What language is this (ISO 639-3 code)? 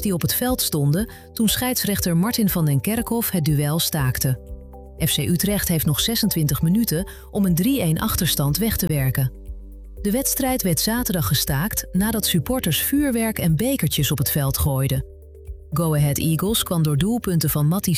nld